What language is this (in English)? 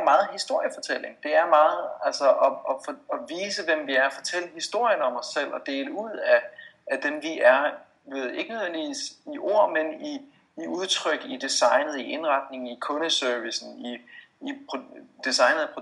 Danish